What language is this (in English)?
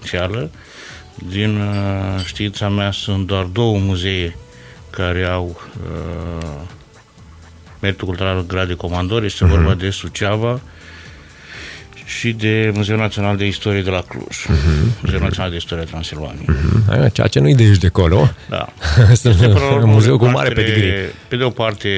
Romanian